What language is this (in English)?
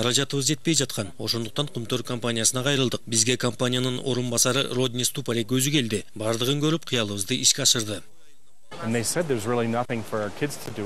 Kyrgyz